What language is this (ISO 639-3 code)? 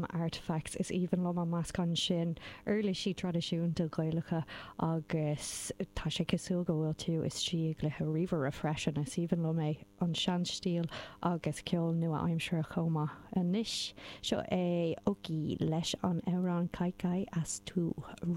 gle